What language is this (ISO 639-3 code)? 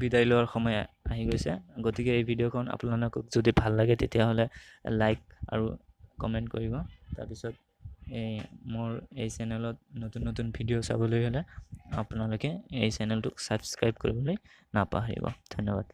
asm